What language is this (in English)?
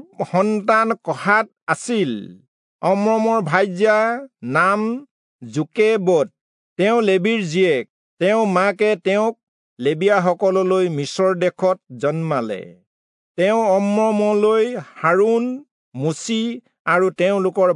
Assamese